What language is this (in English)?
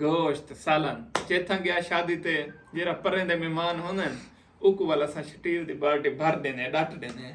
Saraiki